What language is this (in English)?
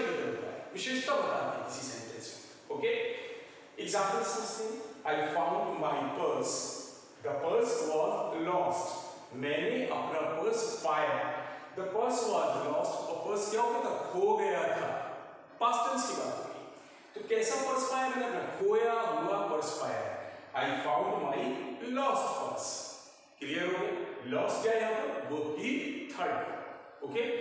Hindi